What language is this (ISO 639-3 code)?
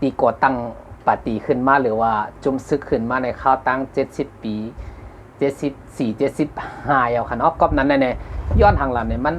shn